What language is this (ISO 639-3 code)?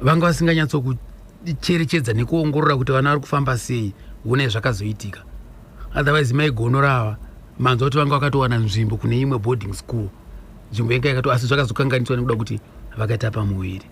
sna